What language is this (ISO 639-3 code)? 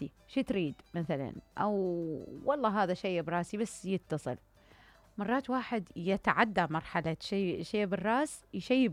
acm